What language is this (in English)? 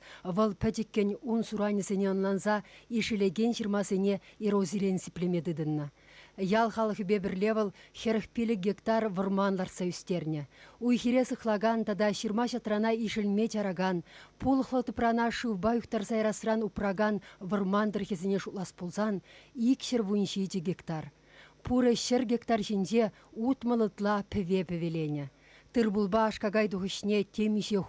Chuvash